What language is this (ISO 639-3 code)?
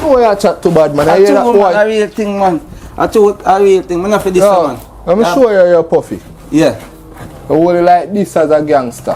jam